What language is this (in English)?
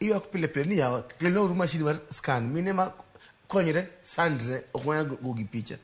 Luo (Kenya and Tanzania)